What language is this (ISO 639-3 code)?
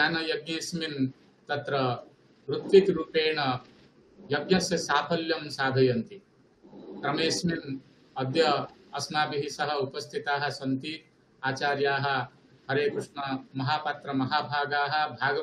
san